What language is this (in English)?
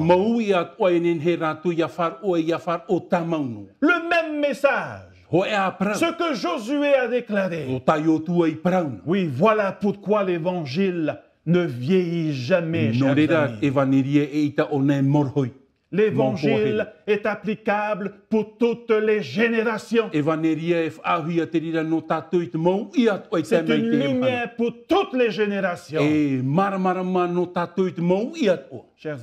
Tahitian